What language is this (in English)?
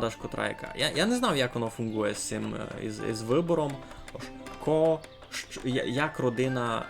Rusyn